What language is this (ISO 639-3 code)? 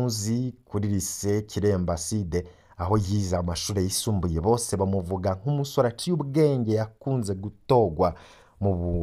run